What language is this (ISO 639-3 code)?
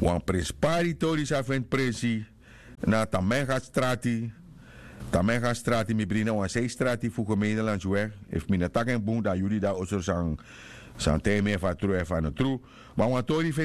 srn